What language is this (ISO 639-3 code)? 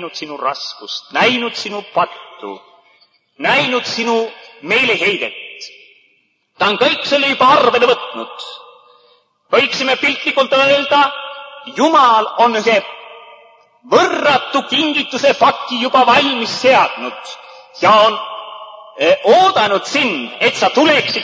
est